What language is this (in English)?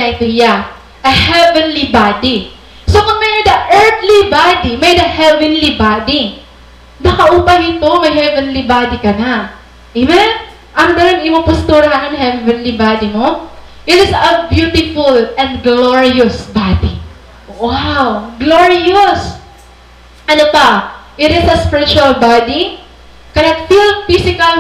Waray